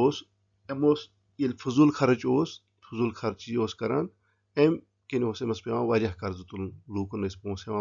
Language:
Kashmiri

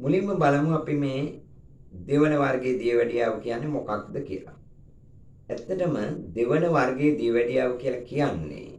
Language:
Sinhala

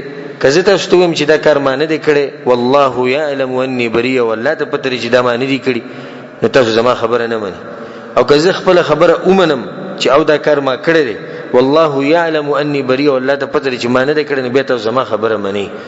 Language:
Pashto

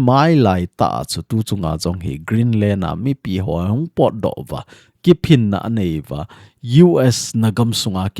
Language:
Thado Chin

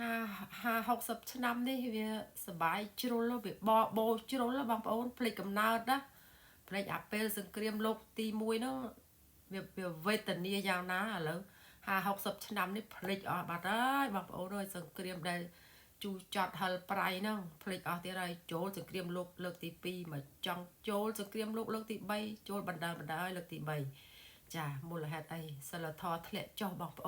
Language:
Khmer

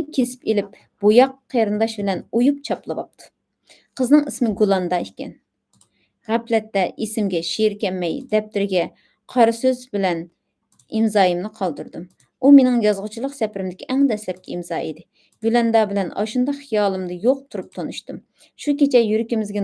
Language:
Uyghur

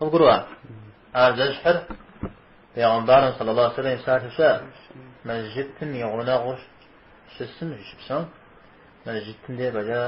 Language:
Kabardian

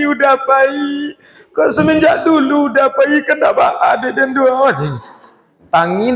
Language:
Minangkabau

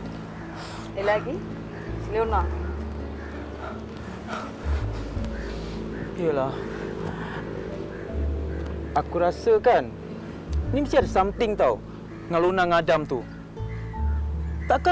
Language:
Malay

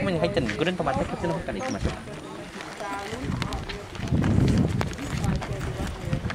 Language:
Japanese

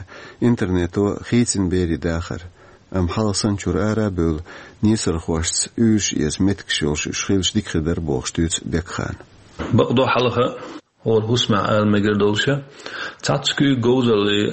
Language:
Chechen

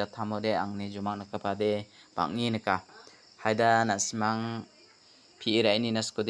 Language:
Garo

